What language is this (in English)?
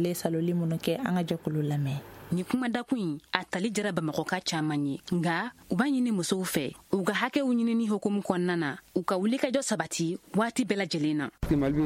Bambara